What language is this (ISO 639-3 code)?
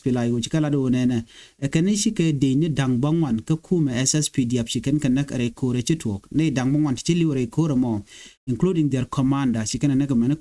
nus